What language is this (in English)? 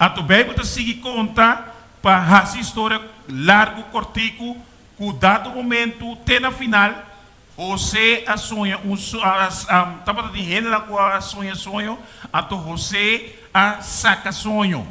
Papiamento